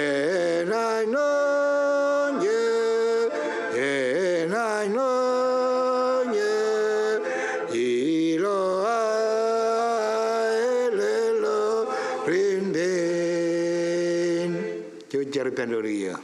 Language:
Marshallese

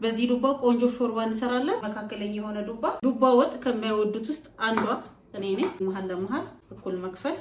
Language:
Amharic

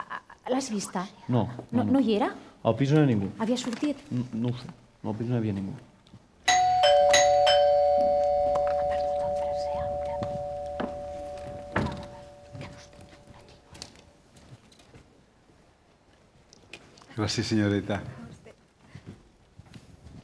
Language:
Catalan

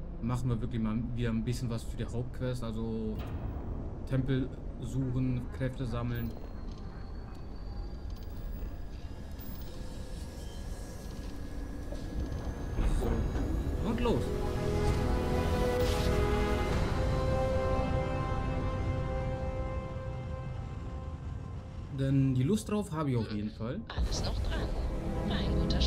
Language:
German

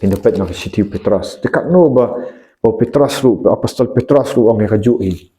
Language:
Khasi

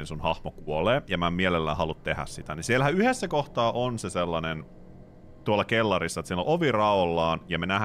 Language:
Finnish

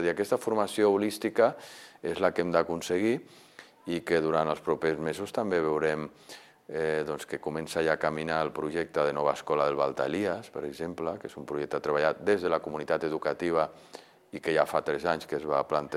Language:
Catalan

